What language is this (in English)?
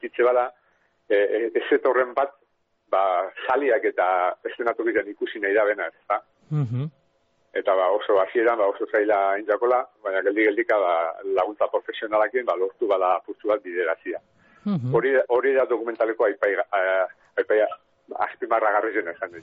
Basque